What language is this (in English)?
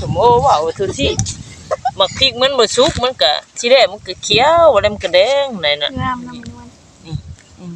Northeastern Thai